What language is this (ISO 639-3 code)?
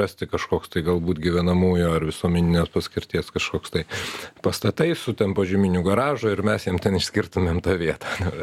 lit